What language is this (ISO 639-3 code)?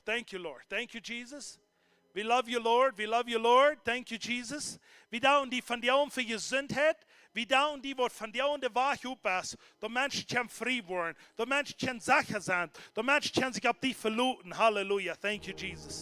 pdt